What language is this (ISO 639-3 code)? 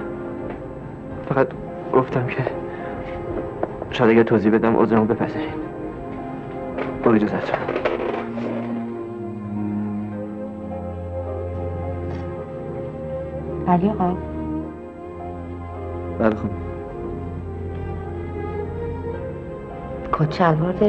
fas